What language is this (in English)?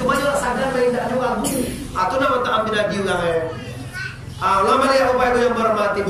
Minangkabau